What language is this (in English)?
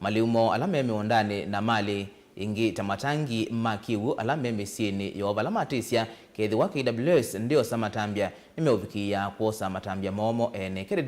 Kamba